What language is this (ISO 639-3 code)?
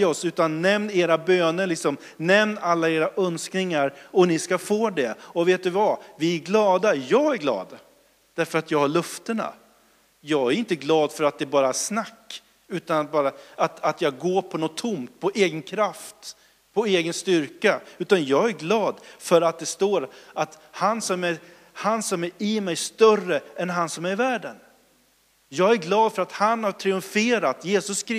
swe